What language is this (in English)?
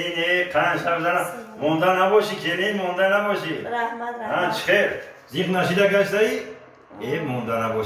Tajik